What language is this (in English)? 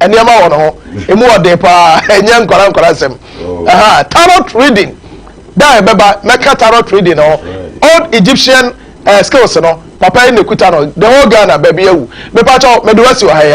Akan